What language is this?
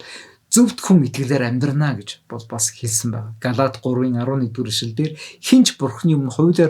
Mongolian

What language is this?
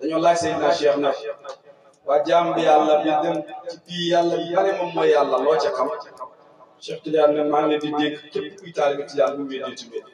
Wolof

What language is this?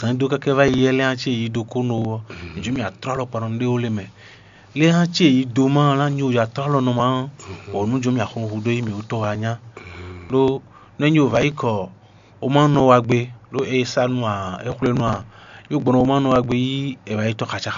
Fon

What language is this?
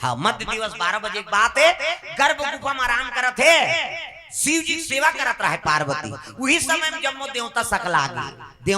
Chhattisgarhi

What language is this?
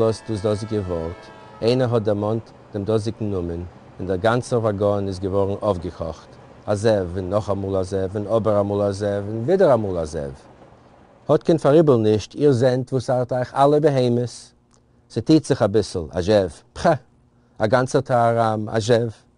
Yiddish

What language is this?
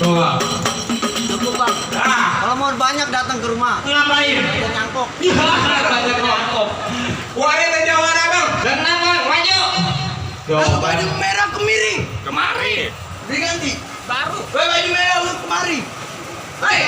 Betawi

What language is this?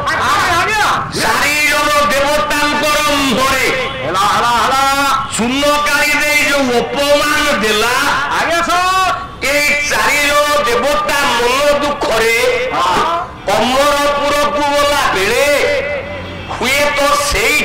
Odia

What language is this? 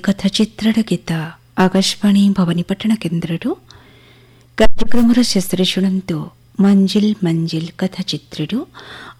Odia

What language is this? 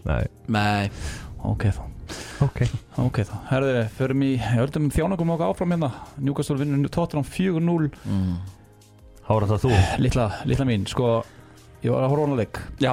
Icelandic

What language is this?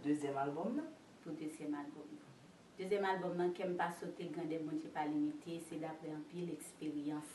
Haitian Creole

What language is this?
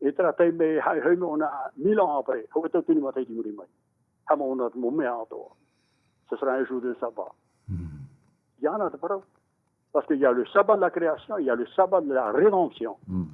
Tahitian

